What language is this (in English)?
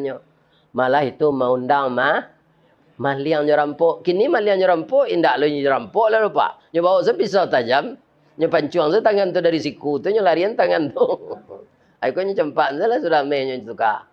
Minangkabau